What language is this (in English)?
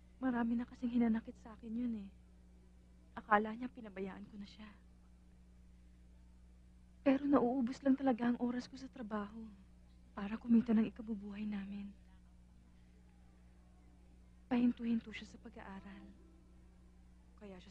Filipino